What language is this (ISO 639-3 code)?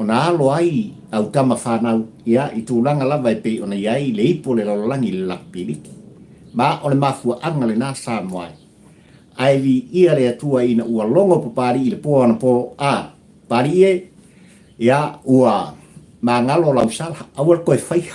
smo